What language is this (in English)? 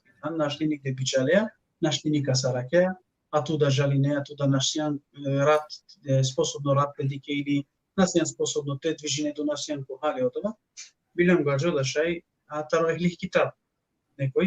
Balkan Romani